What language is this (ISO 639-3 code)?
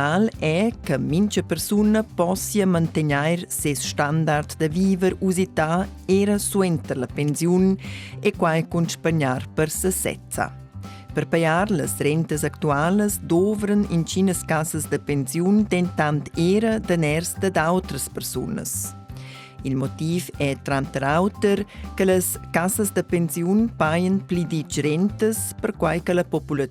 roh